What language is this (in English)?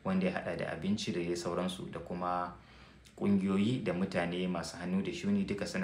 Hausa